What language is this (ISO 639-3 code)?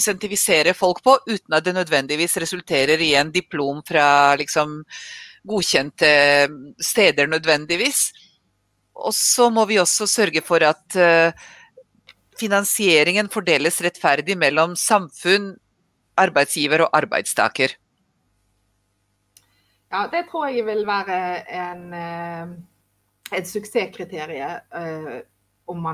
nor